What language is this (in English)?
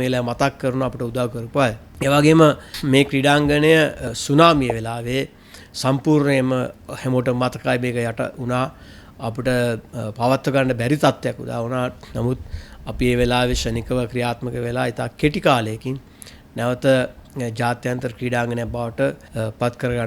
Sinhala